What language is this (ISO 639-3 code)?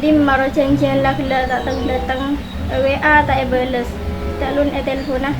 mad